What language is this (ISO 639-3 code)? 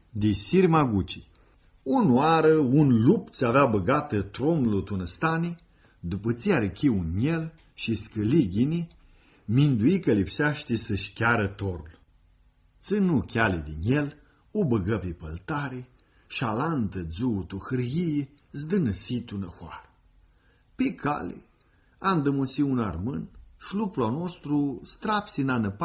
rup